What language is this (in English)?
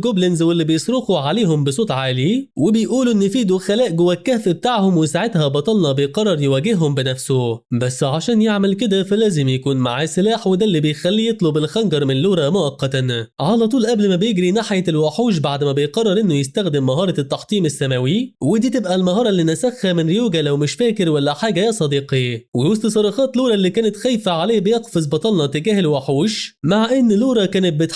Egyptian Arabic